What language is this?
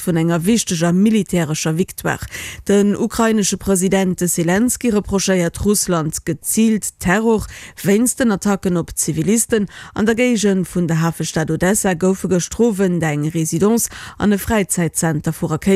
Luxembourgish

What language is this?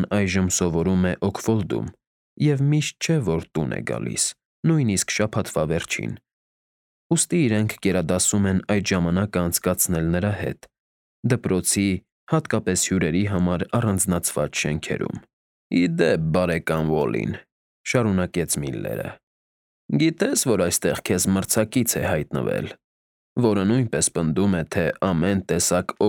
Armenian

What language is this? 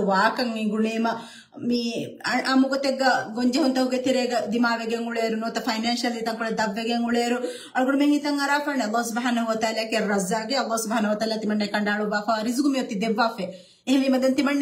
Divehi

